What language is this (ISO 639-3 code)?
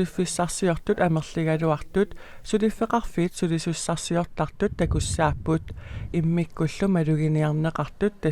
kal